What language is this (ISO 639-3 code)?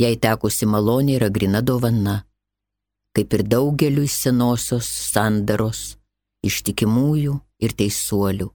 lit